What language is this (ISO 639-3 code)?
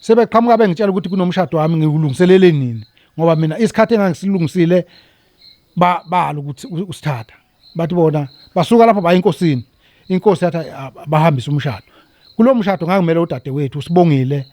zul